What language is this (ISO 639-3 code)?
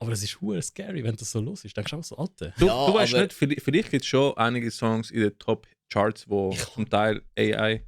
gsw